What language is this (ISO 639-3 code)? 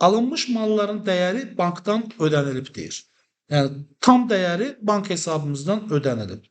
aze